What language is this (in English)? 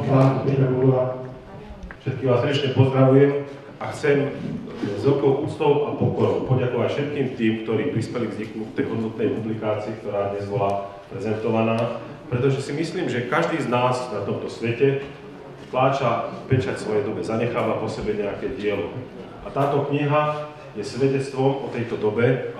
Slovak